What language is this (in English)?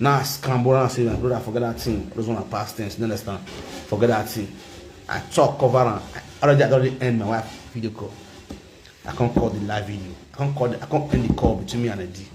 Nigerian Pidgin